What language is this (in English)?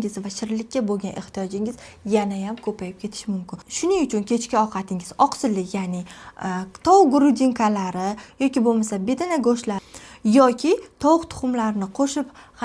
Uzbek